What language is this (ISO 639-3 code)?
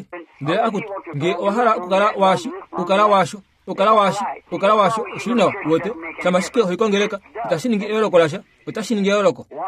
kua